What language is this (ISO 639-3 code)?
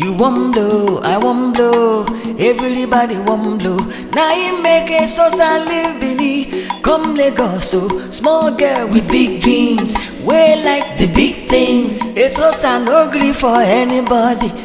pcm